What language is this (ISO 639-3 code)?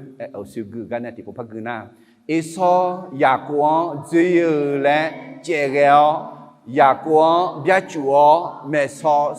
ahk